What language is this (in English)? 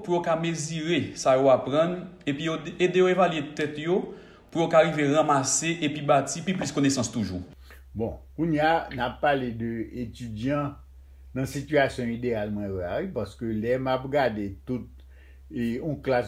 Haitian Creole